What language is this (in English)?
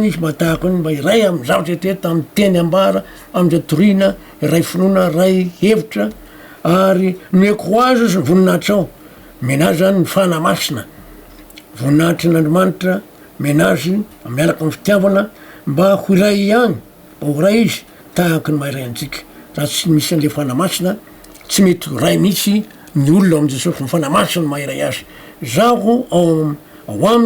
Malagasy